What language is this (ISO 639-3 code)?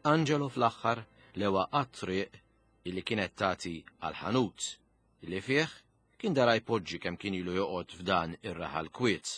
mlt